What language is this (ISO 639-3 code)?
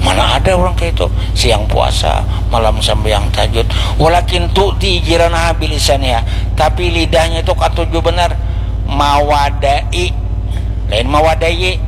bjn